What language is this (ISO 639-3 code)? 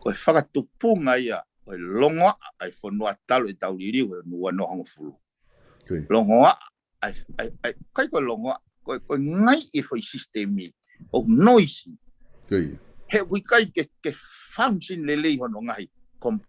ton